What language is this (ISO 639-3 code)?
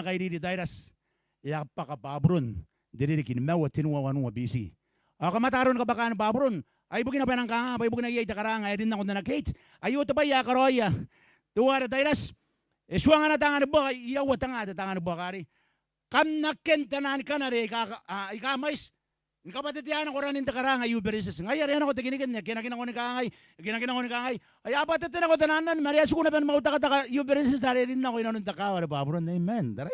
gil